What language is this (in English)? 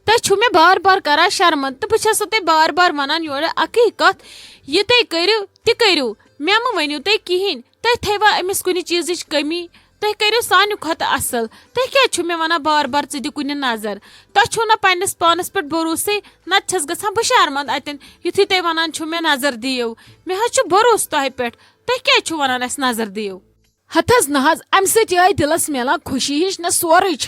Kashmiri